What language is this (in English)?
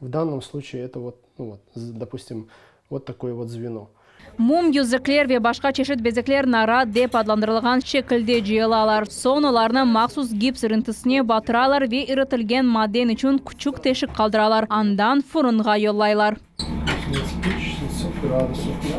Crimean Tatar